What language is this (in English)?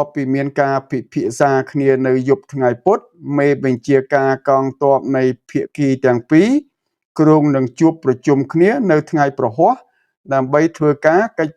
Khmer